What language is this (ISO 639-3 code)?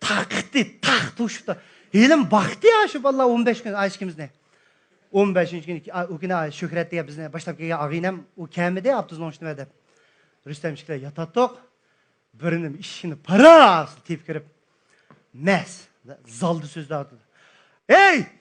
uig